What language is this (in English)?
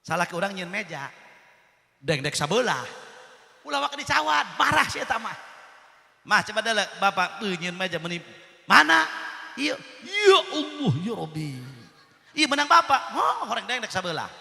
Sundanese